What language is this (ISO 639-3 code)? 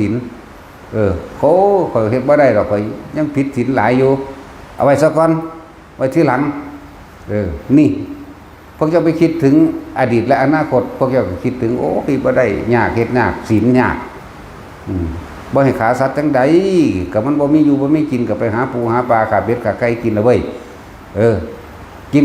tts